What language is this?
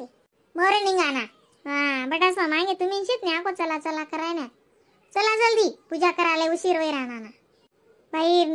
Khandesi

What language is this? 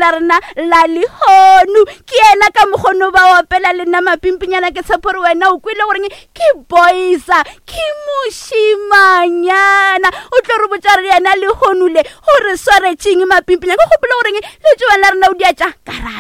Northern Sotho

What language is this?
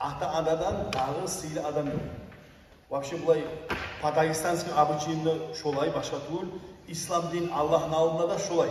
Kumyk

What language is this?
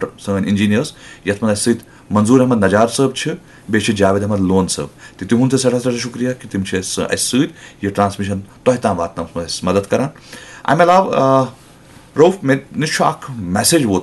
Kashmiri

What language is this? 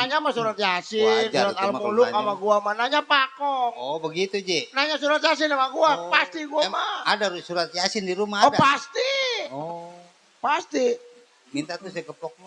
Betawi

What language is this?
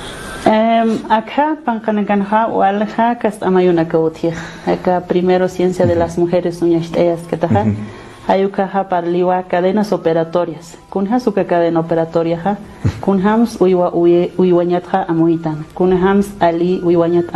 Aymara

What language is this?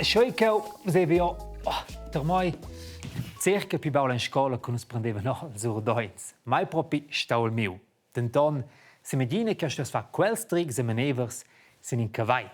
Romansh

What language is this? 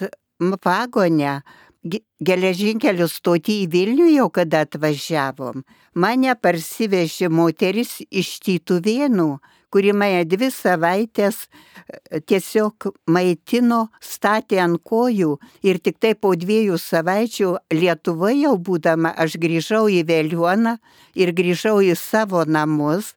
Lithuanian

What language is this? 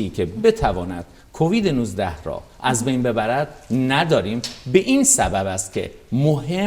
Persian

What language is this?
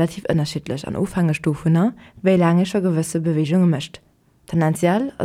Luxembourgish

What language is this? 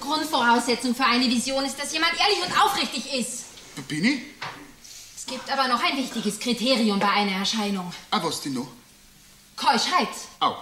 Bavarian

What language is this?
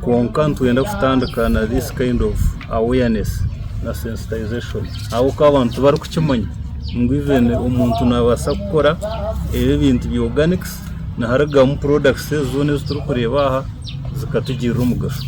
Nyankole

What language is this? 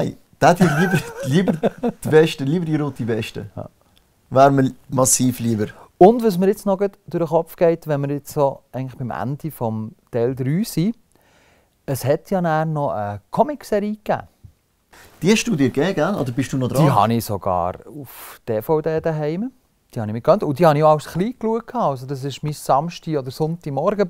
Swiss German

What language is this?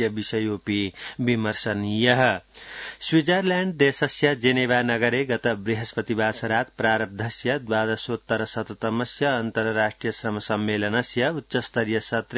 Sanskrit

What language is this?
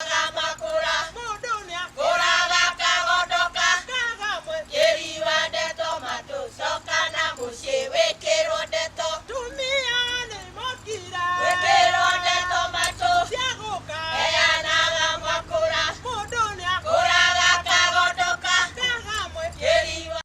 Kikuyu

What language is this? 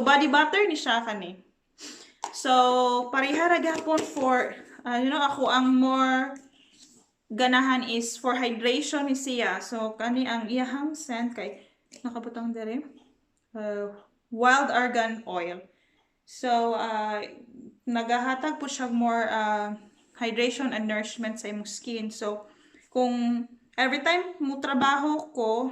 Cebuano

